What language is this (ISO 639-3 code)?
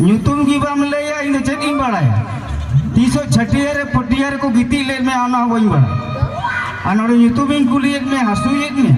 sat